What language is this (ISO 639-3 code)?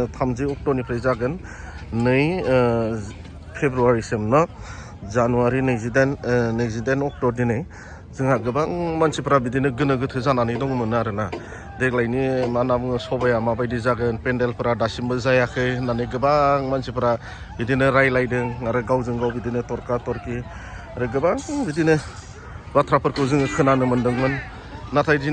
brx